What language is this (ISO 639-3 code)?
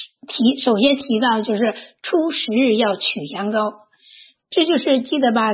zho